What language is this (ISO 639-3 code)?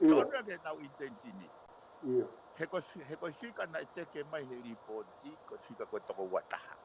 ton